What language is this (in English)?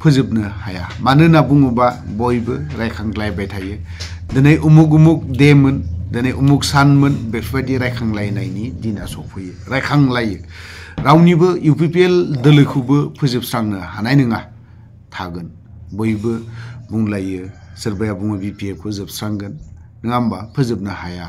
Bodo